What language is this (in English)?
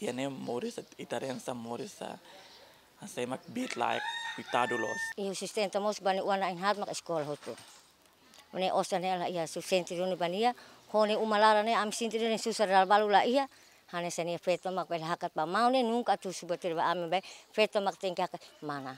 Tetum